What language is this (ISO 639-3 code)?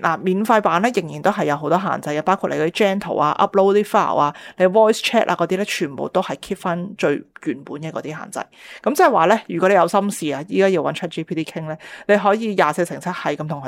yue